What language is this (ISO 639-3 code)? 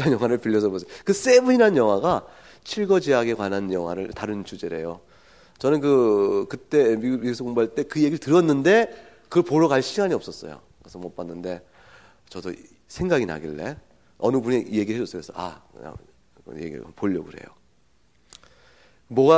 kor